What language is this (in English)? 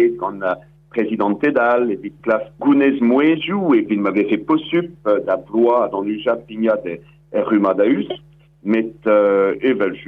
Breton